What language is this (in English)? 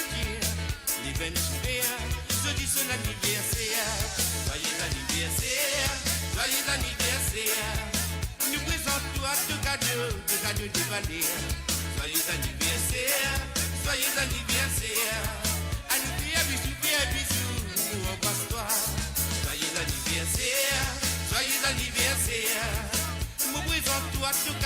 Morisyen